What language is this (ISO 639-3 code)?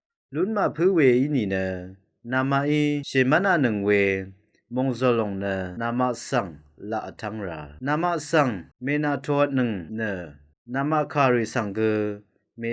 raw